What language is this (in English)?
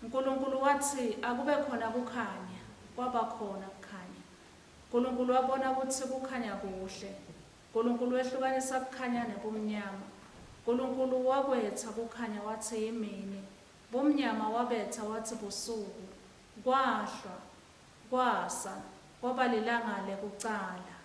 Swati